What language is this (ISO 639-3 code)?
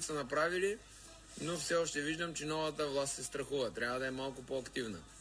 bul